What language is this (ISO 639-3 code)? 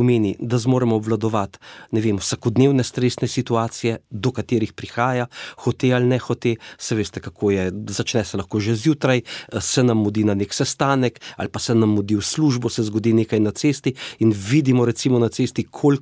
slv